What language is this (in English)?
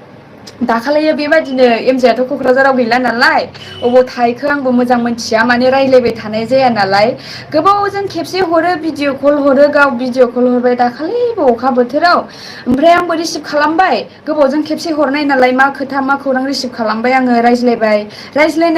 Bodo